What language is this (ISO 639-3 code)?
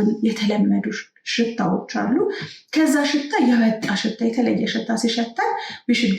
amh